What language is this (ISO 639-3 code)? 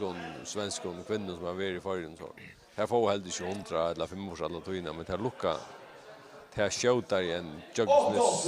fao